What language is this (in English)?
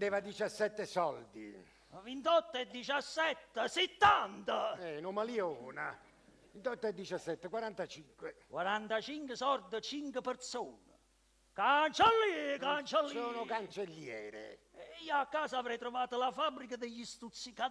Neapolitan